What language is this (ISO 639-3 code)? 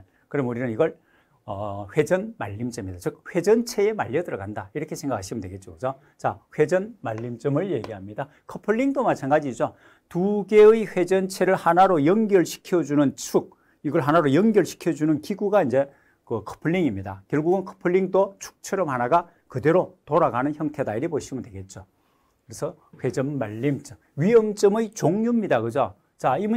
kor